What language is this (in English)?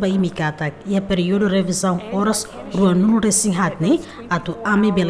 Tetum